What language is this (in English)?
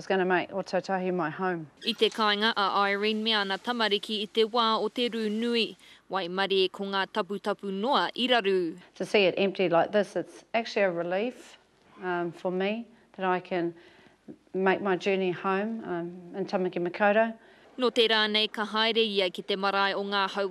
Māori